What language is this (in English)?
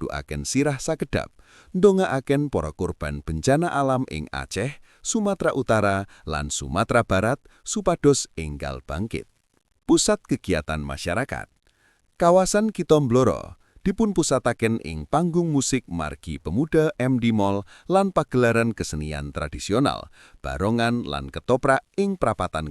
Javanese